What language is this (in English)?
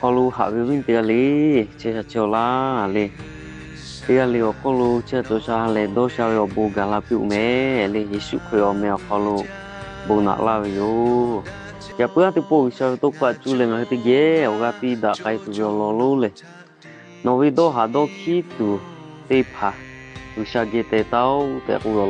Lahu